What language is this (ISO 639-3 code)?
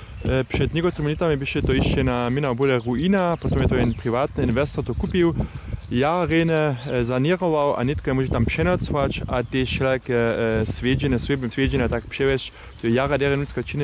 hsb